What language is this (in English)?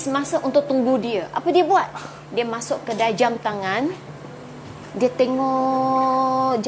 Malay